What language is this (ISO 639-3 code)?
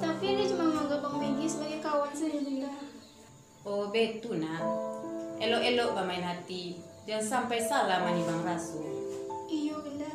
min